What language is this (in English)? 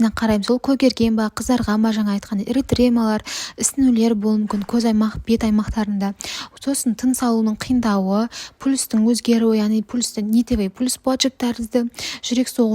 Kazakh